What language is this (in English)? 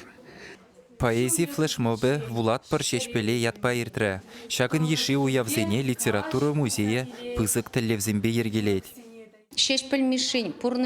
Chuvash